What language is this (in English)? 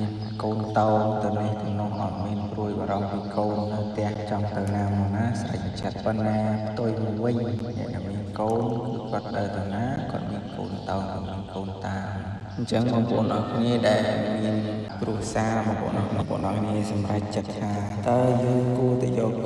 Khmer